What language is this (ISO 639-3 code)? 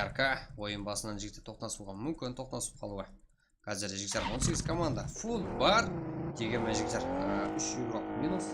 kaa